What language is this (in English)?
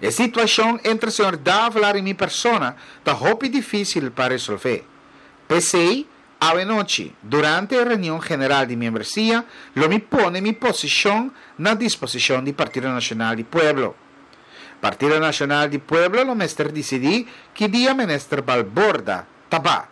Papiamento